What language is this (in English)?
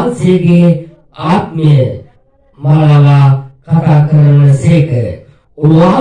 Sinhala